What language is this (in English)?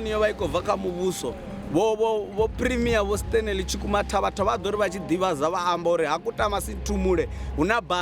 Venda